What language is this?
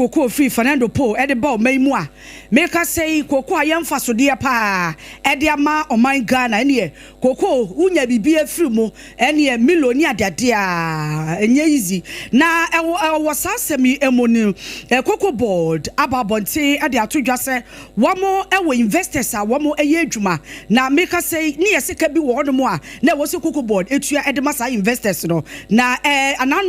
Akan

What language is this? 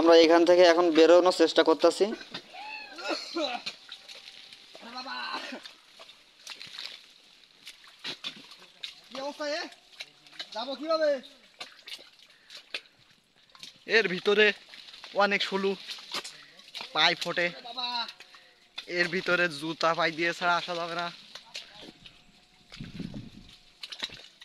Bangla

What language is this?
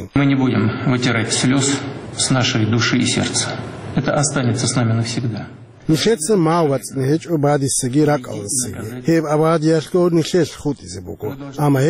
Avaric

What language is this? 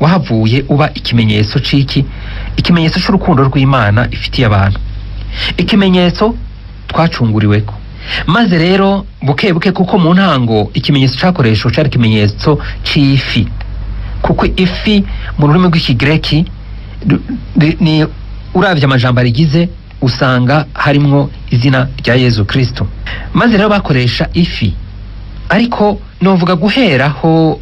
Rundi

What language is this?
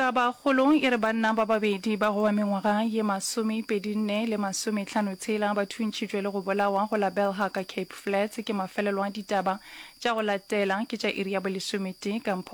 Northern Sotho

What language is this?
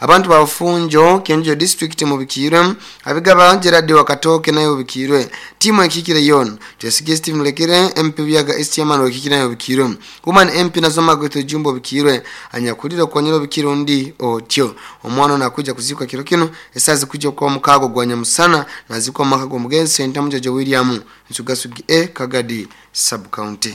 Nyoro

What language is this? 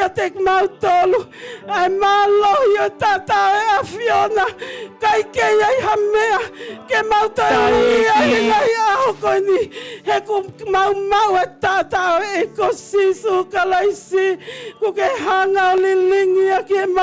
Tongan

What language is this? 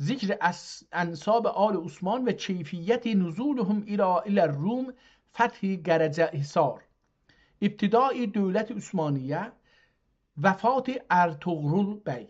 South Azerbaijani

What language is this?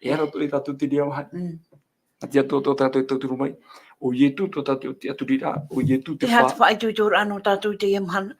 Tahitian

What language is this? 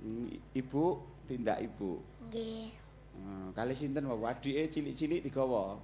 Javanese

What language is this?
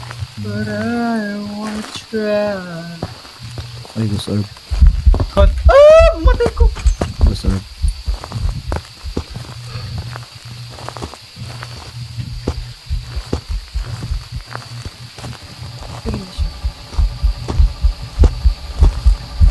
Cebuano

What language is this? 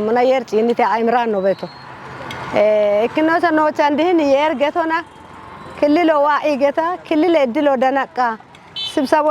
Kafa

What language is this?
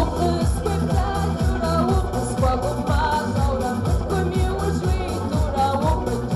Kabardian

